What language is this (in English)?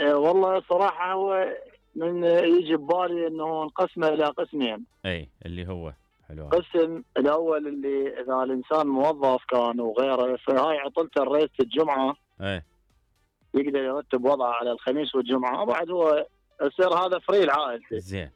Mesopotamian Arabic